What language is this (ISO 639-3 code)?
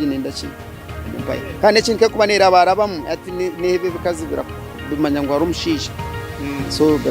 nyn